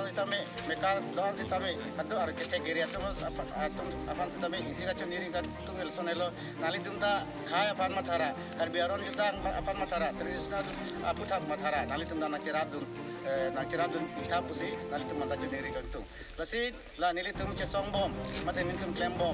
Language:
Karbi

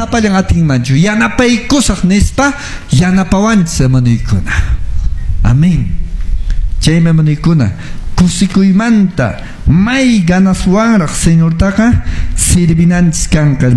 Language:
Quechua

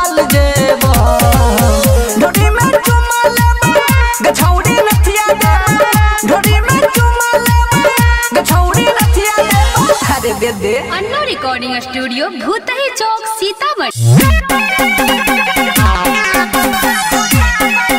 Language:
Bhojpuri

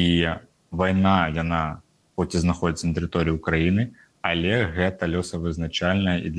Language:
Belarusian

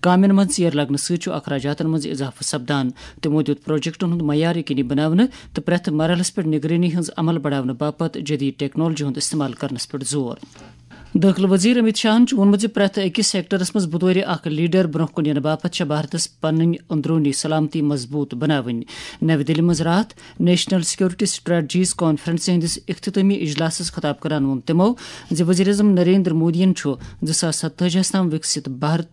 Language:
Kashmiri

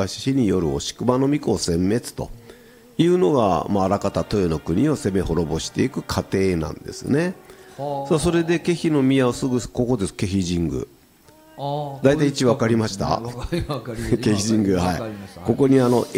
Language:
Japanese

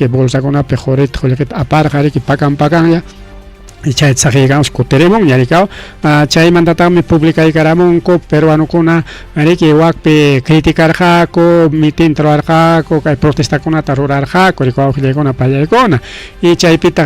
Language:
Ayacucho Quechua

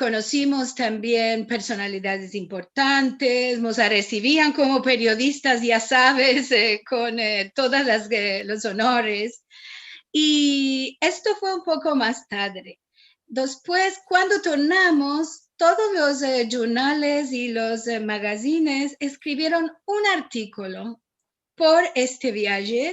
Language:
Ladino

